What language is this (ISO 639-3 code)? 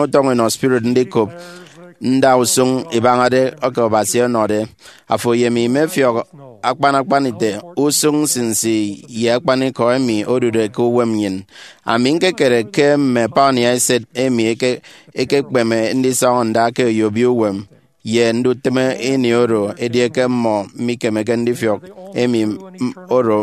efi